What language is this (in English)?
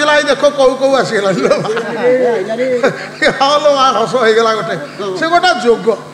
Odia